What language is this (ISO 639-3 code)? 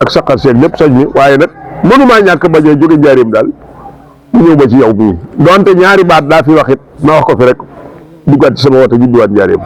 wol